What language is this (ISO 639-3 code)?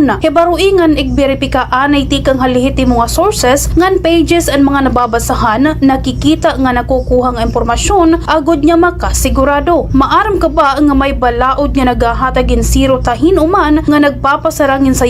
war